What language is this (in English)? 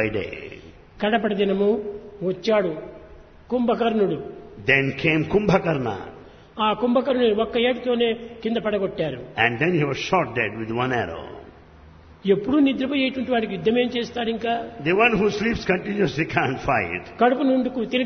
Telugu